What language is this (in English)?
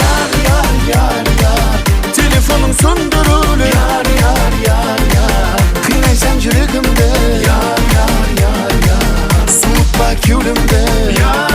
Kara-Kalpak